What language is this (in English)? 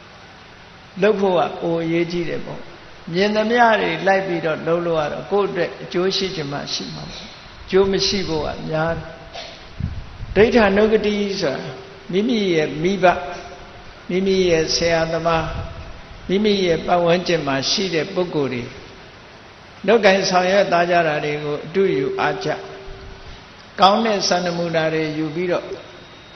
Burmese